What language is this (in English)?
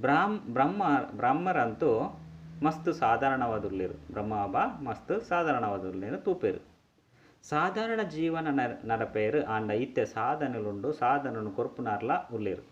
Tulu